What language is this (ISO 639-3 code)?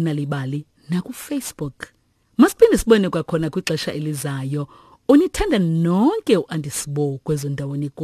xho